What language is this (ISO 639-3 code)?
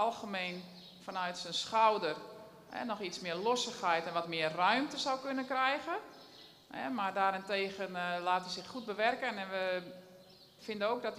nld